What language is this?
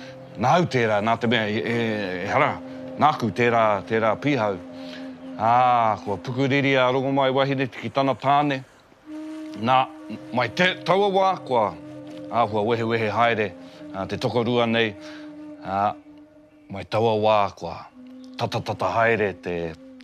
Māori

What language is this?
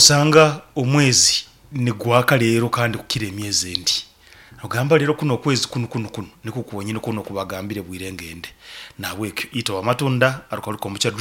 Nyankole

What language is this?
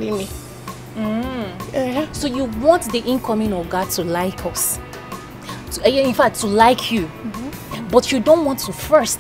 Nigerian Pidgin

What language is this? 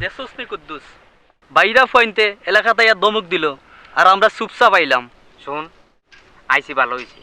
Sylheti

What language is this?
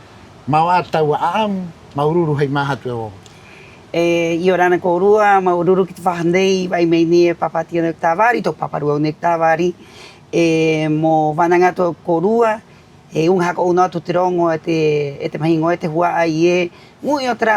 Rapanui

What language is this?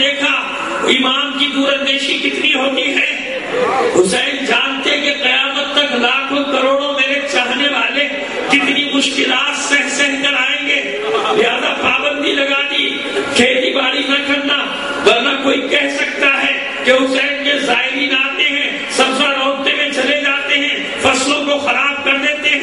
Urdu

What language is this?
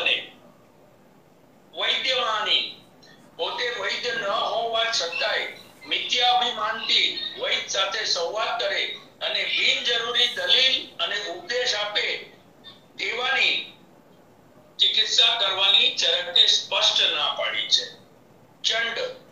Gujarati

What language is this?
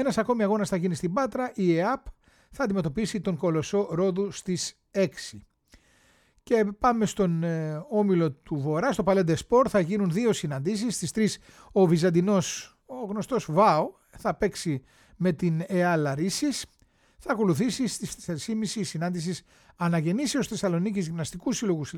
Greek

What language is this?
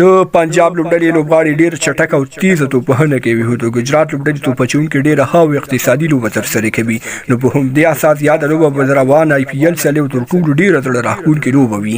Pashto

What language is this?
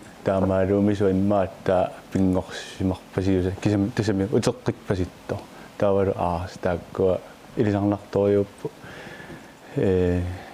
Kalaallisut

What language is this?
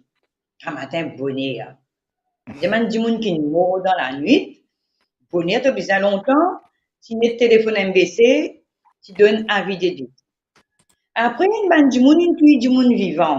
Morisyen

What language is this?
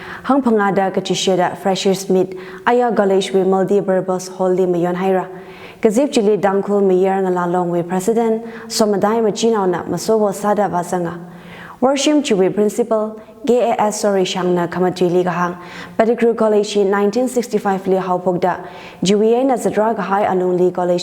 Tangkhul Naga (India)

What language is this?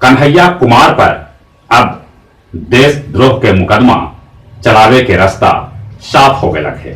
Magahi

